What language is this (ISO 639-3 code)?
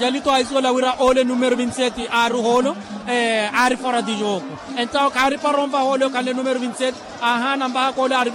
vmw